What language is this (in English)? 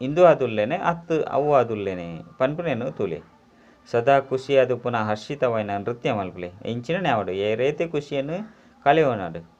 Tulu